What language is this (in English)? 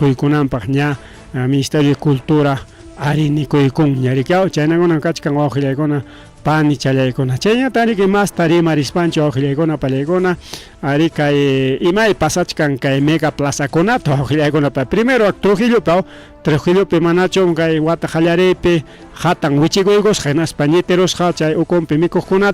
Ayacucho Quechua